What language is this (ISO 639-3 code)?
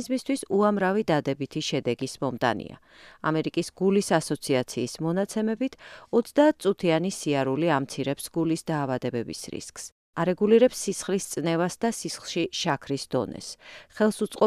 kat